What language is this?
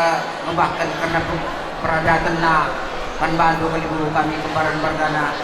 Batak Karo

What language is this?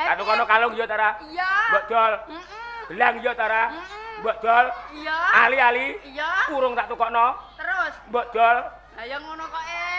Javanese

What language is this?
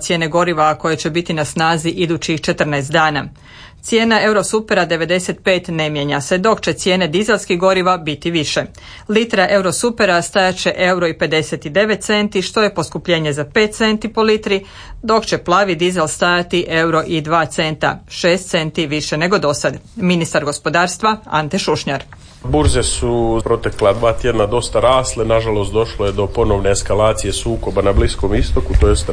Croatian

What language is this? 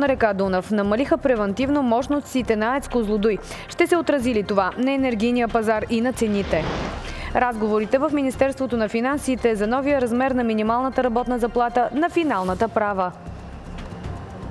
Bulgarian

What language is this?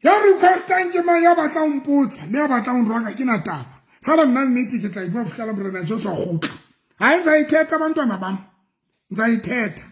Southern Sotho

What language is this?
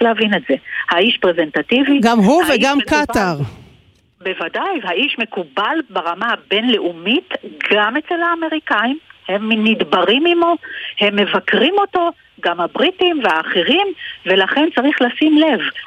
Hebrew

